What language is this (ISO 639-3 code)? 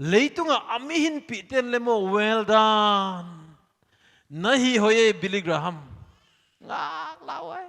pck